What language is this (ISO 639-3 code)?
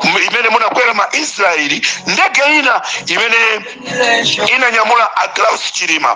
nya